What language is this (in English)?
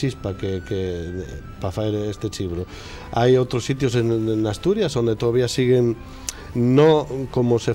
Asturian